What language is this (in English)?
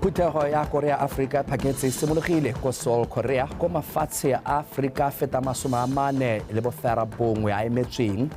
Tswana